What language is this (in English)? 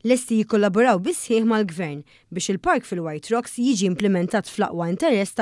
Maltese